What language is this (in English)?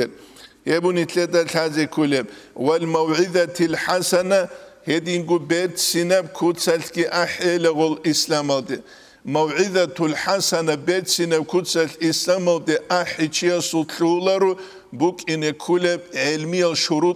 Avaric